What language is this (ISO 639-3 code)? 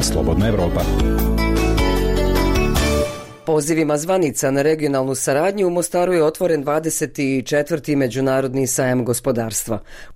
bos